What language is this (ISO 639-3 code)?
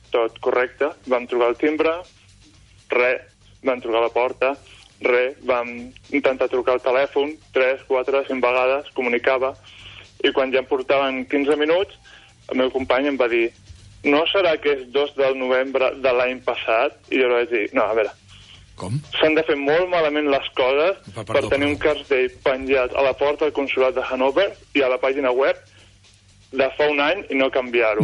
cat